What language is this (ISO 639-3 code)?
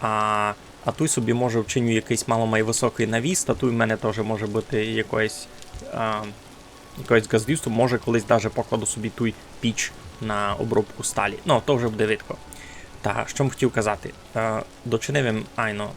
rue